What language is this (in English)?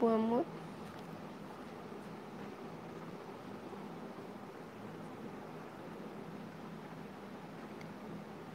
Bangla